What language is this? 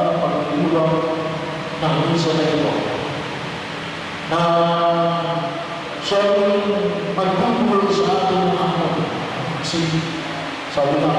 Filipino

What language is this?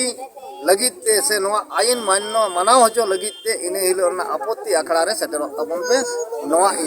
Santali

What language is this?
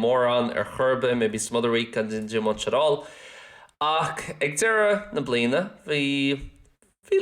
Irish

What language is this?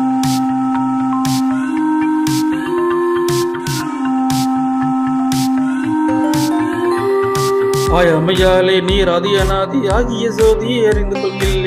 Tamil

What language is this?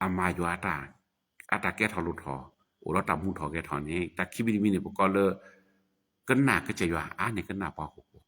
S'gaw Karen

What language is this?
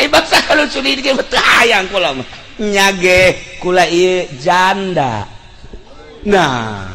Sundanese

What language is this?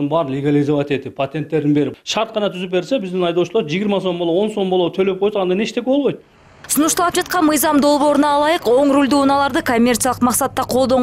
Kyrgyz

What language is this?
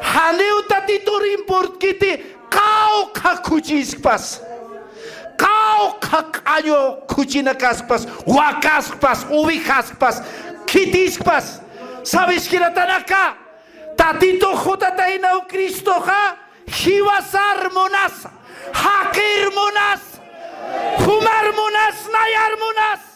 Aymara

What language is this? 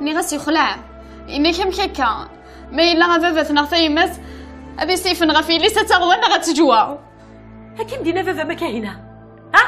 Kabyle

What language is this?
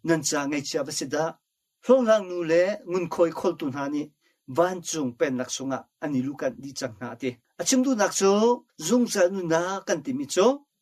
Hakha Chin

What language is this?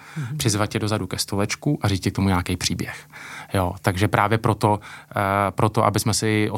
Czech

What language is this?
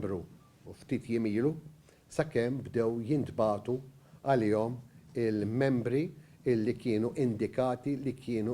Maltese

